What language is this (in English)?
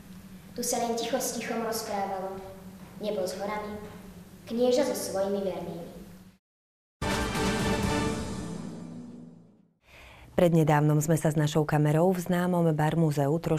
Slovak